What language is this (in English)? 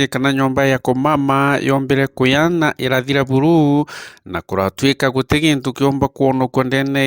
Meru